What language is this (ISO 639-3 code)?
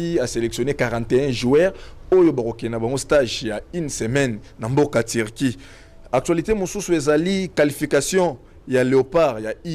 lin